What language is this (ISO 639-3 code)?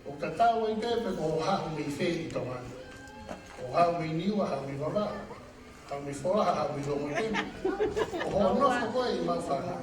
ton